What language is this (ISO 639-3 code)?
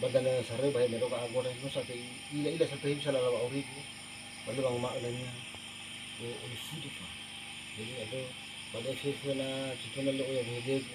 nia